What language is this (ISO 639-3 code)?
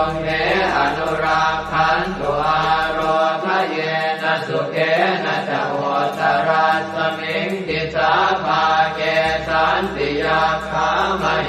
pli